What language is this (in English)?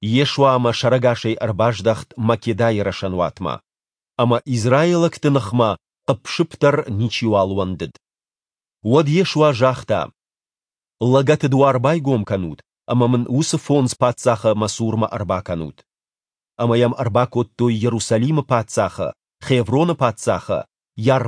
Ossetic